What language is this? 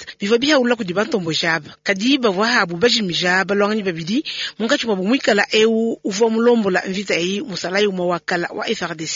Luba-Lulua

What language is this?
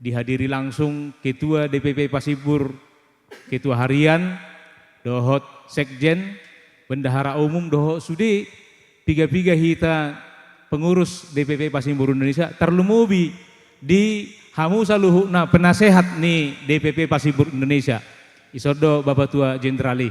Batak Toba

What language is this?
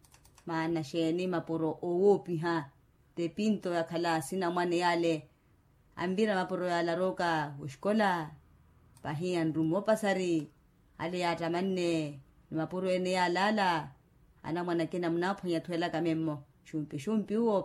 Makhuwa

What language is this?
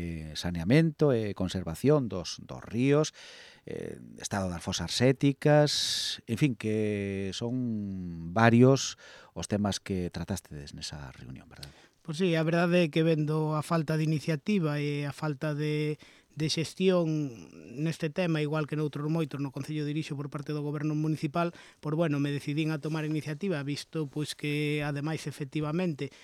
Galician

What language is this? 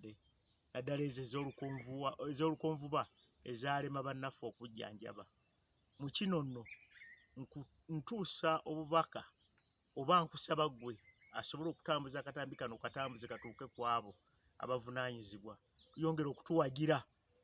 Ganda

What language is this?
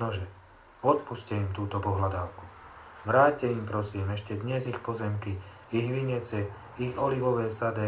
Slovak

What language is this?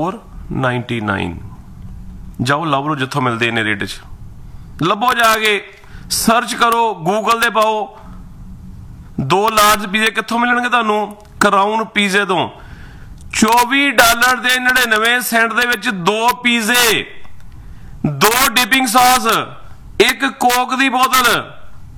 Punjabi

